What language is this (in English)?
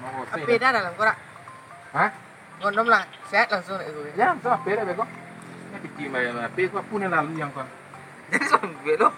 Minangkabau